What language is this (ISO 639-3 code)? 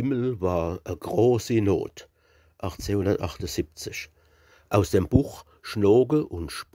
pfl